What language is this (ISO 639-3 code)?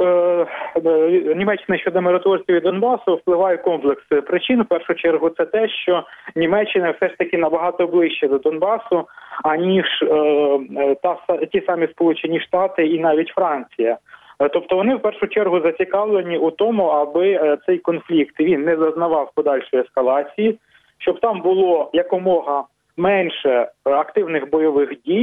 ukr